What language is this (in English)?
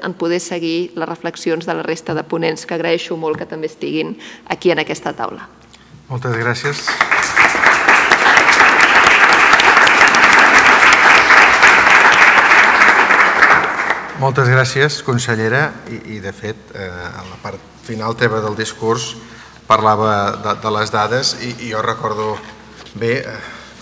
Catalan